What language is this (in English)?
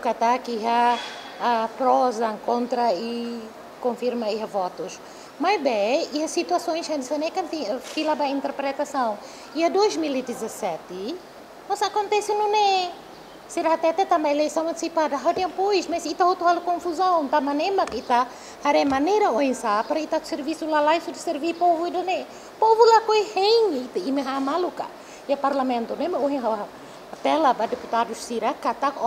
Tetum